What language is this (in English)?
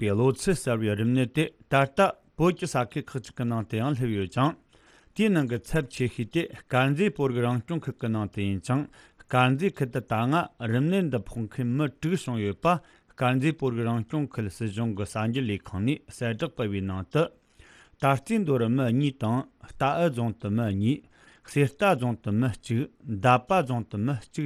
Tibetan